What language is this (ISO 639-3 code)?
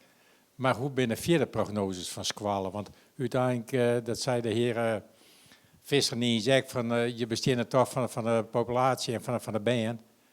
fry